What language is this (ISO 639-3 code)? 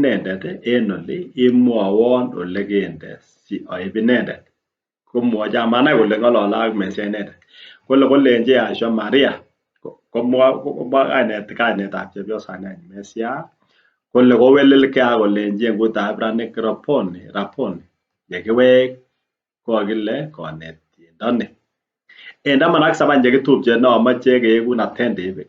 kln